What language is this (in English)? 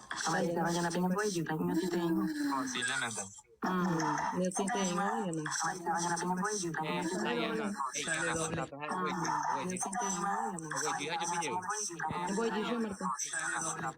Guarani